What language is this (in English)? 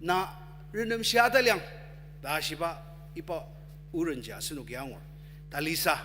Ao Naga